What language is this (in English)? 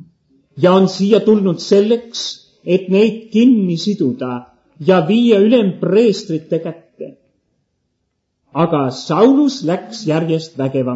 Estonian